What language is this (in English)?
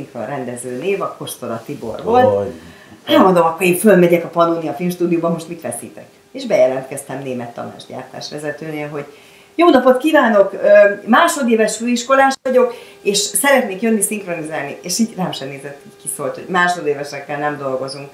Hungarian